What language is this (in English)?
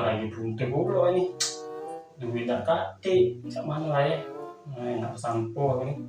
Musi